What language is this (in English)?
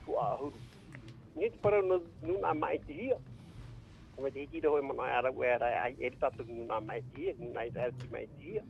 Tahitian